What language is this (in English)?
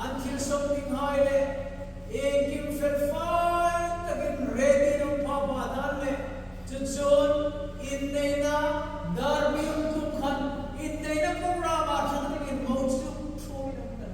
Hmar